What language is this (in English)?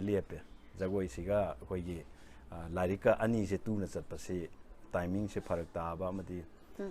Manipuri